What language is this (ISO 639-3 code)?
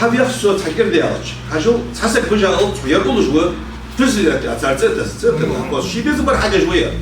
inh